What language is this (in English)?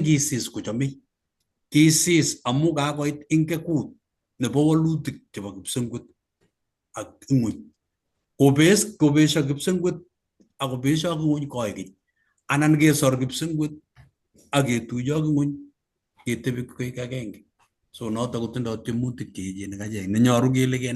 Kalenjin